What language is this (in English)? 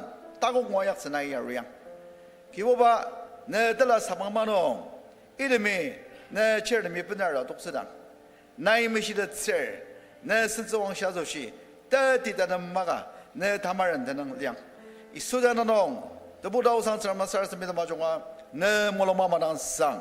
Ao Naga